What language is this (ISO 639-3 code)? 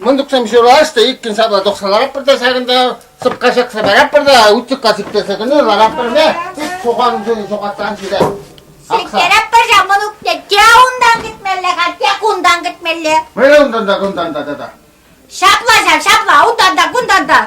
chv